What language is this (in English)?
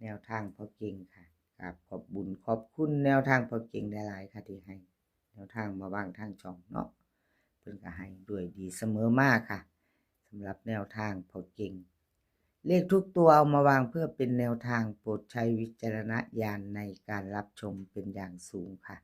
Northeastern Thai